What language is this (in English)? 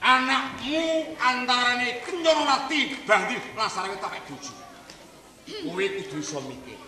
Javanese